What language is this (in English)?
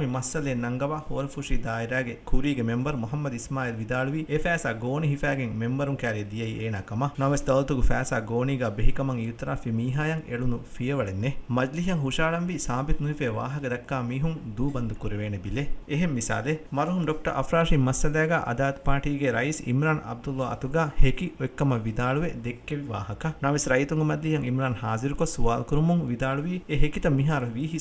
Divehi